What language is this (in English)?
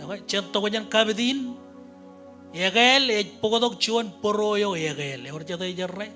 Marshallese